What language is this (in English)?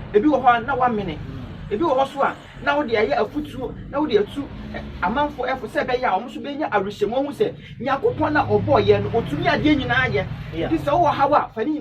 Akan